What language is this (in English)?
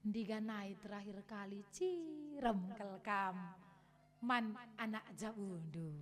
Batak Karo